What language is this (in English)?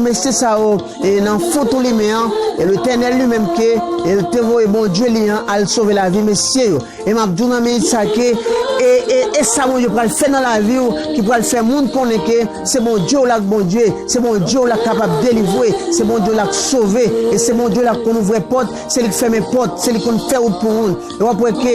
Haitian Creole